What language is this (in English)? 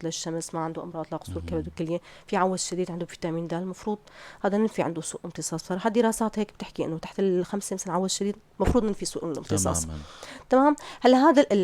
North Levantine Arabic